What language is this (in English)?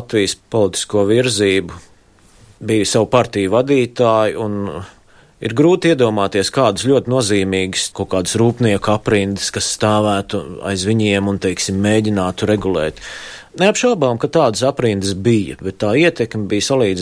Latvian